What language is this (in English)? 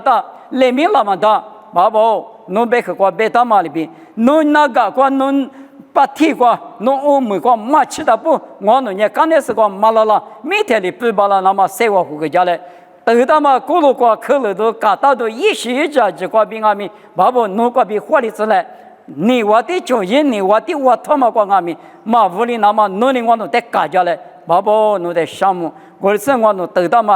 Lisu